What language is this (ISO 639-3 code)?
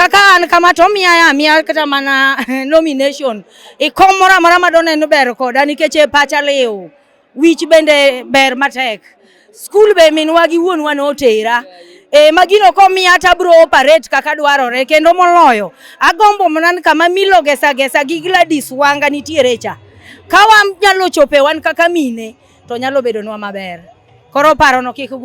luo